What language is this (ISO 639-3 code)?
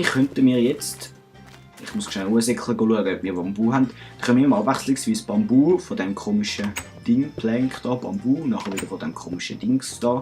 gsw